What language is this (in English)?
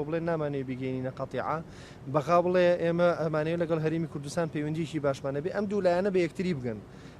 Central Kurdish